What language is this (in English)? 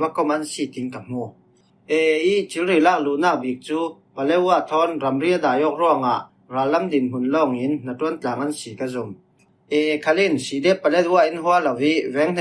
Falam Chin